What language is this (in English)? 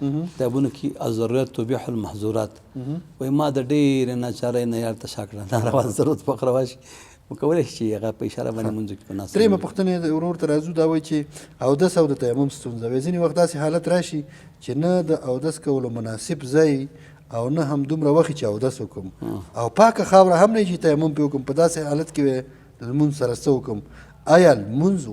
Pashto